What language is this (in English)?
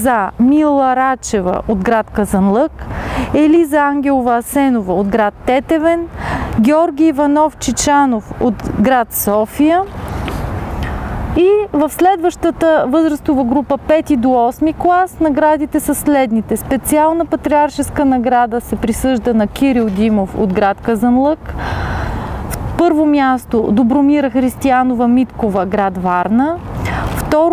Bulgarian